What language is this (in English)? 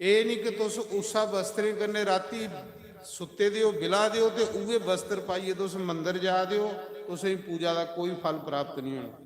Dogri